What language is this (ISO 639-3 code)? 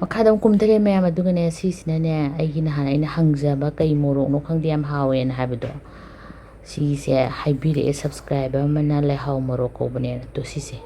mni